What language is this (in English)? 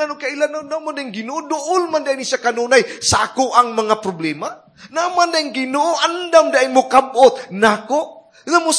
Cebuano